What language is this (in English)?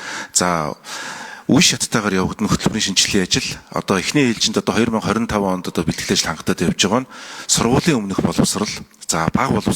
Mongolian